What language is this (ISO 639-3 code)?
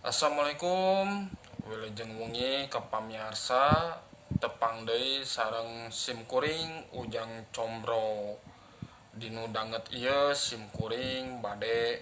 sun